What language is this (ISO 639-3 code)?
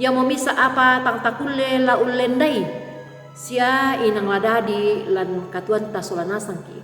sda